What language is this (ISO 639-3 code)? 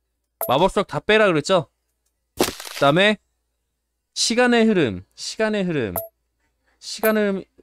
kor